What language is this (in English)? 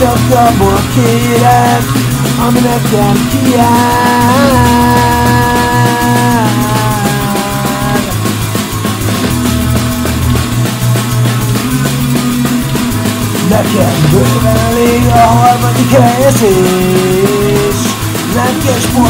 Hungarian